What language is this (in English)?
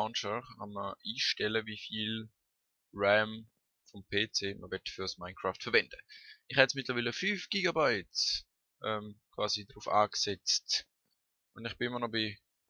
Swiss German